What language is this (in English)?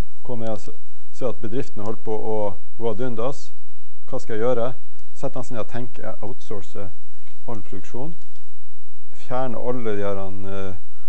Norwegian